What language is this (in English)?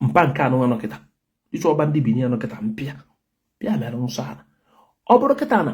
Igbo